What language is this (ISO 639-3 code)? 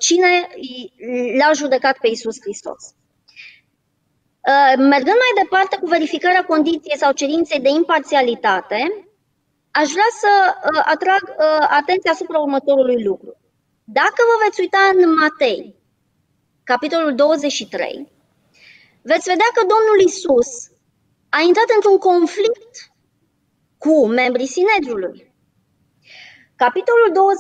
ron